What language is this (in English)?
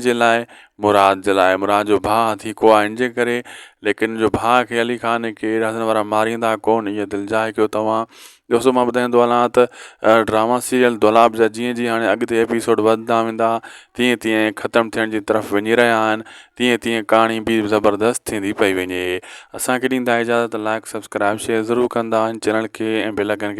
Sindhi